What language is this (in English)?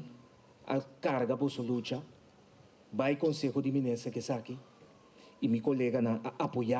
Papiamento